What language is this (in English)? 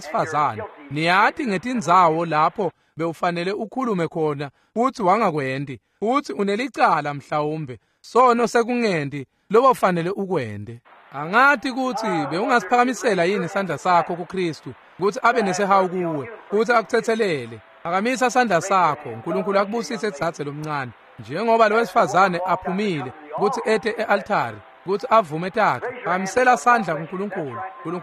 Swati